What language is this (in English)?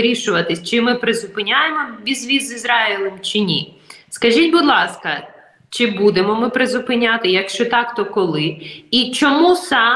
Ukrainian